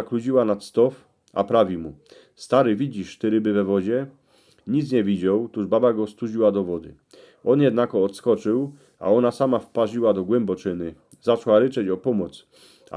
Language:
Silesian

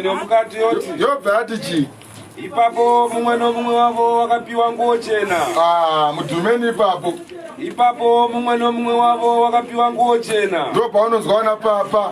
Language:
Shona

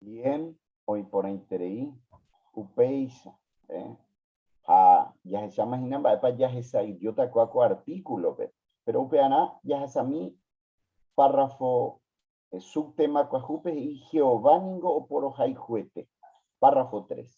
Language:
Guarani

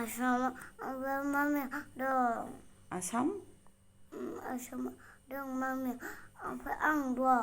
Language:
Bodo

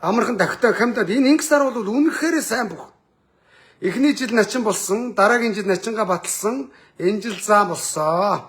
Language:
Mongolian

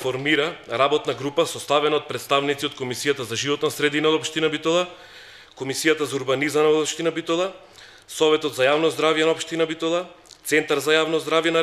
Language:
Macedonian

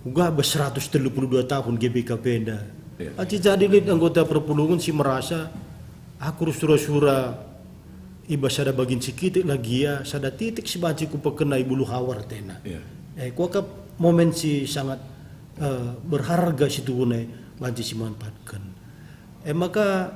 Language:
Batak Karo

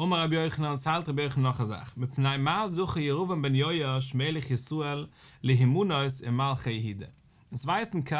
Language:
Yiddish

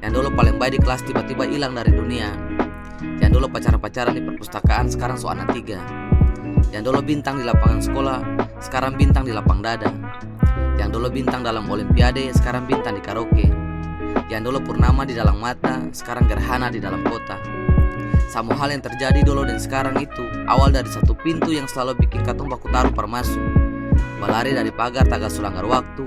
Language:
Ambonese Malay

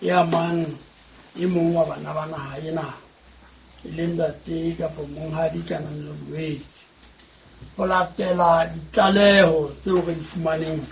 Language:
Southern Sotho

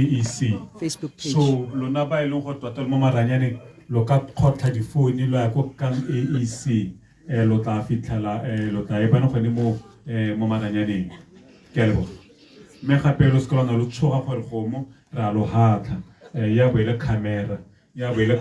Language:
Tswana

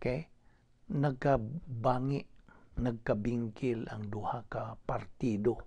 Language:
Cebuano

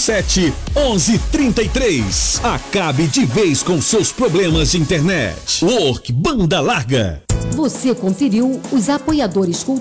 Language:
Portuguese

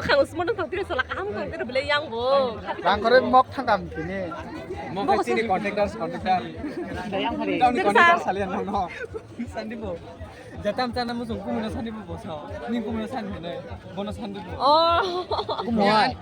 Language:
Kok Borok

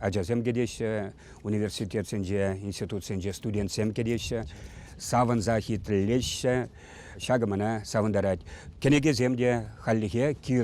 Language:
Chuvash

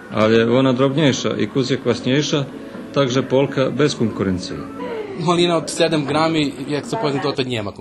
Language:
Rusyn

